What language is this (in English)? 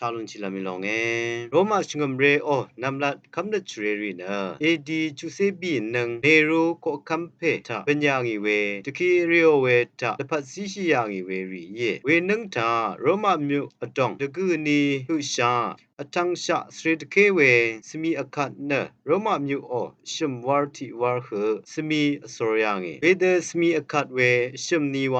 Rawang